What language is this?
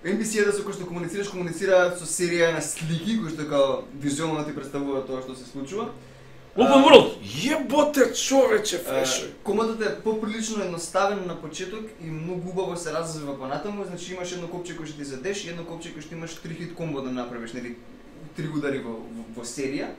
Macedonian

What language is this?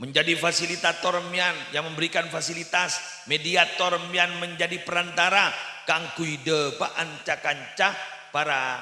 Madurese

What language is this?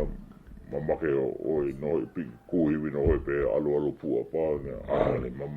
Hawaiian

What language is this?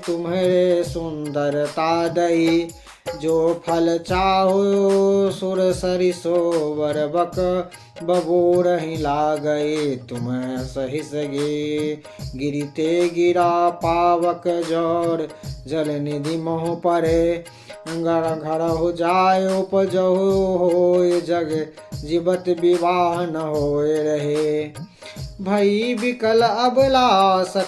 Maithili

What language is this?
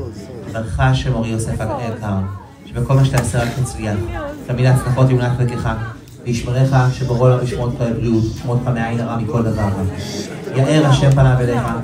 Hebrew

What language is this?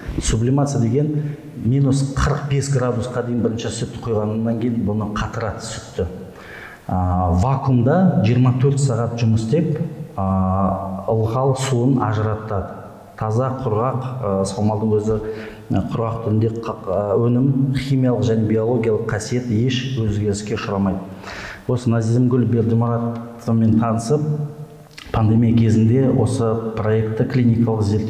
Kazakh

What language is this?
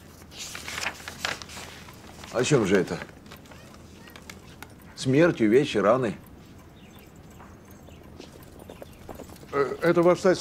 Russian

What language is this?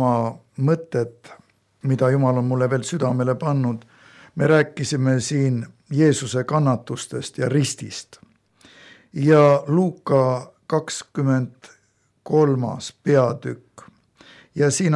Estonian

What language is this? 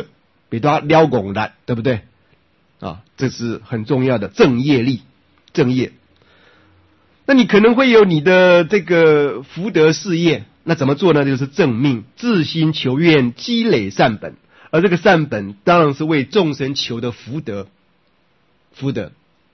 Chinese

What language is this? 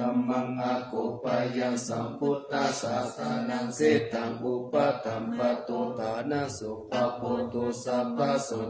Pali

